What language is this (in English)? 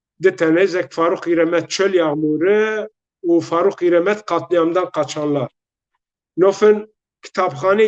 Zaza